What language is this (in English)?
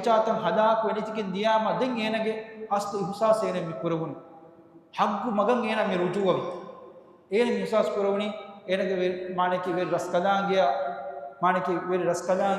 Divehi